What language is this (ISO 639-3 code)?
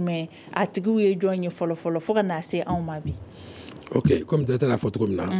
bam